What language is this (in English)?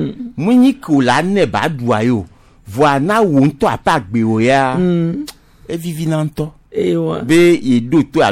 Gen